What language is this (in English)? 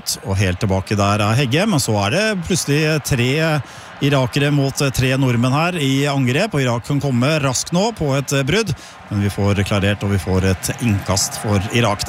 Norwegian